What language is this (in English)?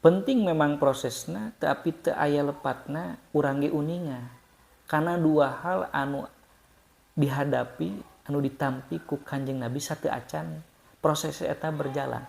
Sundanese